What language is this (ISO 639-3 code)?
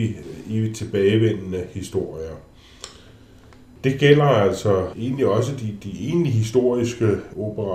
dan